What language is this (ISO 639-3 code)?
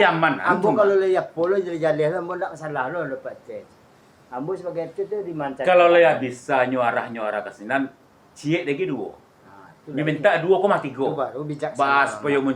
min